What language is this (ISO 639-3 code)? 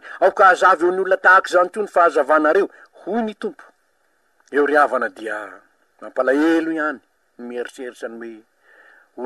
mlg